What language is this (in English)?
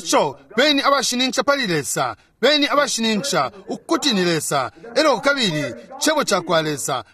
Bemba